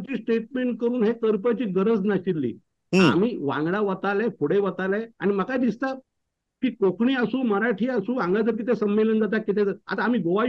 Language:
Konkani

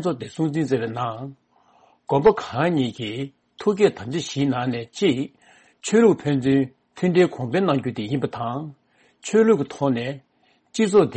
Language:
Tibetan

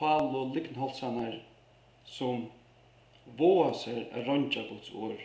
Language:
Faroese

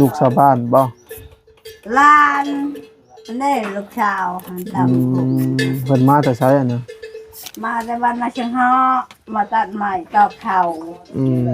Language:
Lao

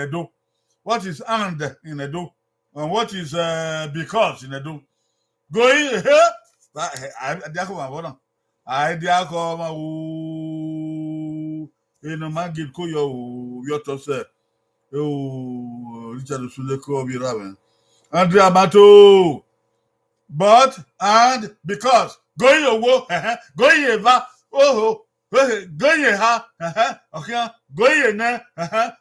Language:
Bini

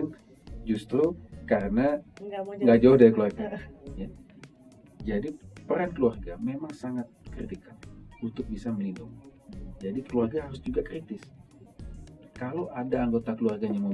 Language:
Indonesian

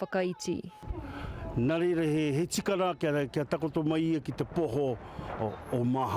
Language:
Māori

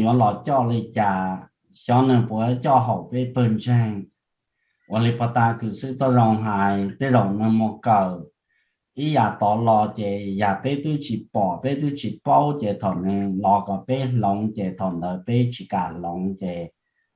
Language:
Hmong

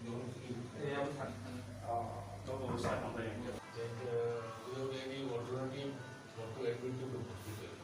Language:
Kok Borok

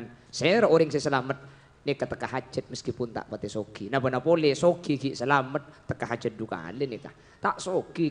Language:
Madurese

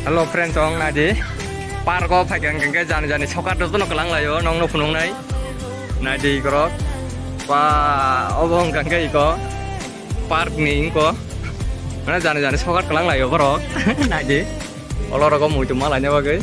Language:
Kok Borok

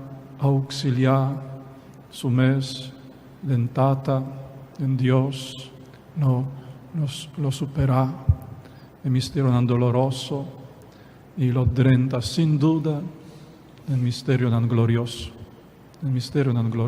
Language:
Papiamento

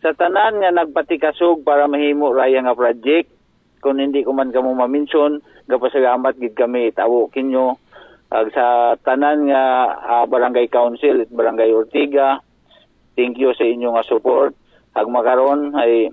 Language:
Aklanon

